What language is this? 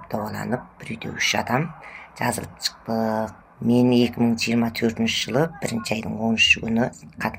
Kazakh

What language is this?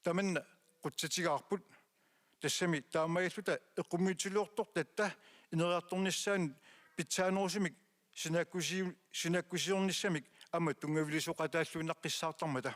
Kalaallisut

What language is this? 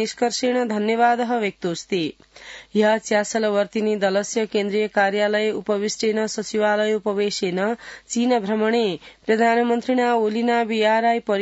Sanskrit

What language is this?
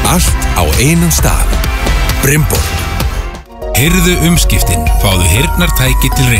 Icelandic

